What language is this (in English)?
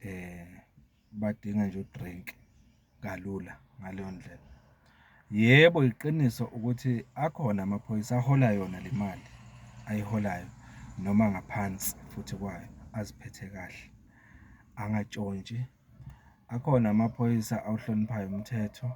Zulu